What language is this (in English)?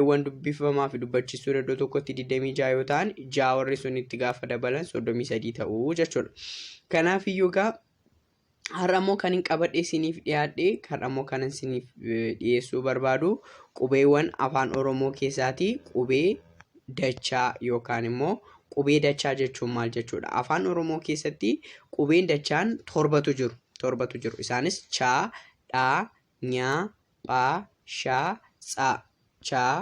Oromo